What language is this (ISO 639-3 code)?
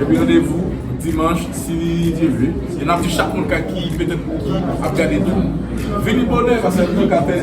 hat